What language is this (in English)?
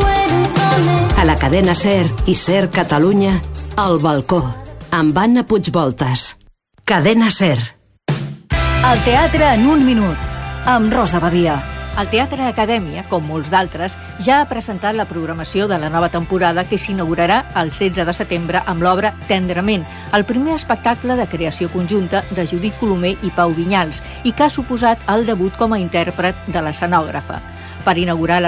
Catalan